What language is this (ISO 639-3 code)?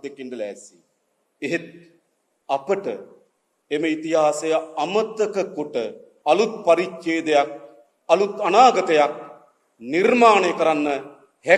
sin